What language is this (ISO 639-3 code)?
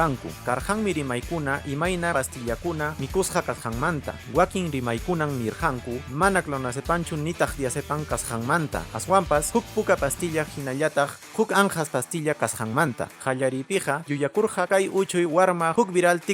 que